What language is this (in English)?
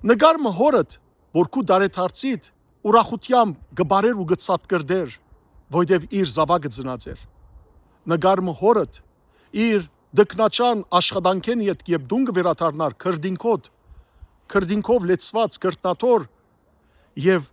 Western Armenian